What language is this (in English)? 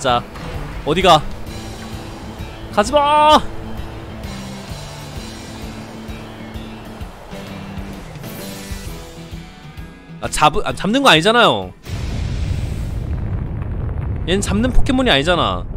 Korean